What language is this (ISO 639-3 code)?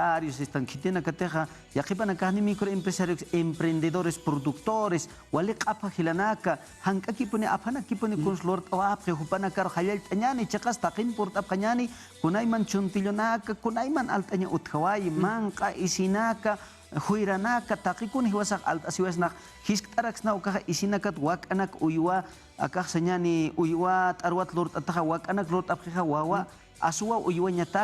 aym